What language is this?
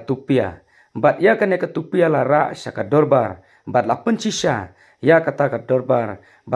Khasi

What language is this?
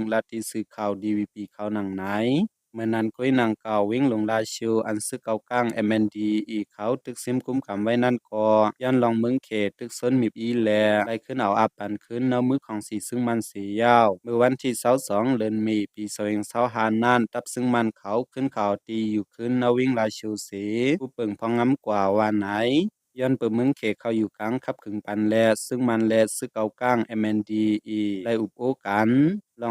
Shan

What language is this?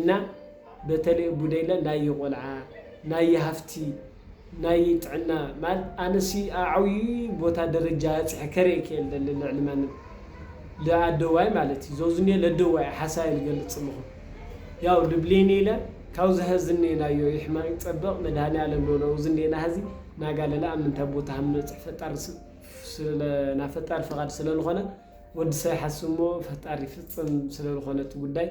Tigrinya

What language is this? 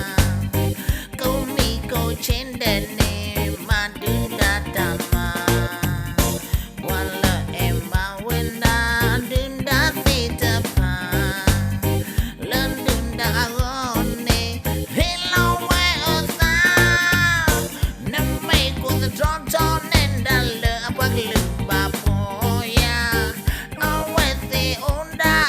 S'gaw Karen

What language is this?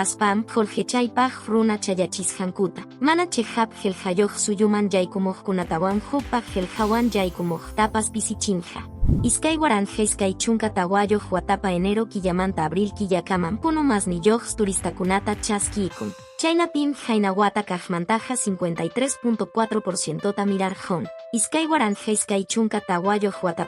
Quechua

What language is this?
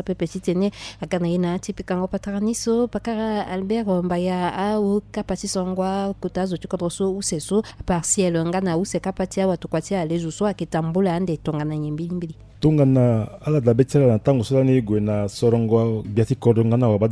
Sango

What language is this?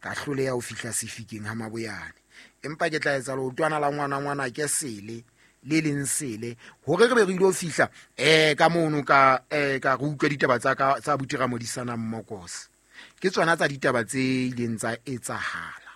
Southern Sotho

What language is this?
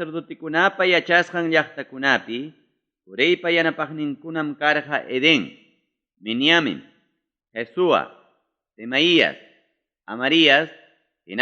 Ayacucho Quechua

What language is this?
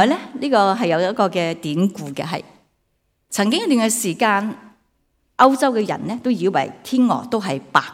Cantonese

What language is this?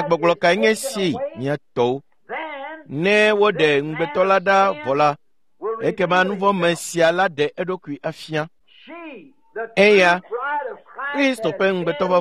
Ewe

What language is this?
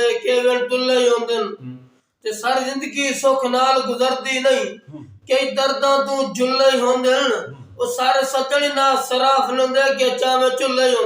Saraiki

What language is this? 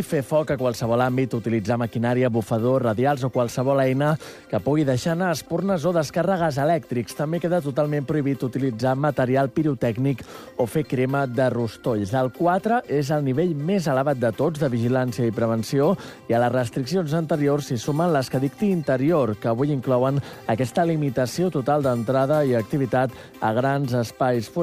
Catalan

